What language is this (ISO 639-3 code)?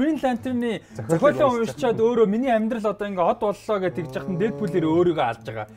mon